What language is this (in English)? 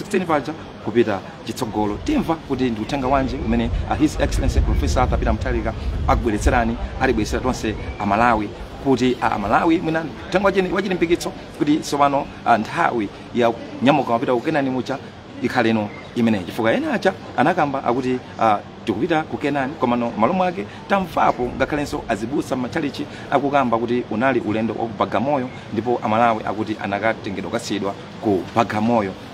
Nyanja